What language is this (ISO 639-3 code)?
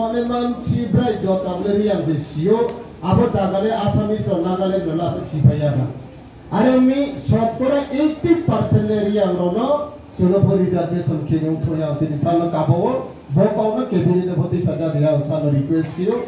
ria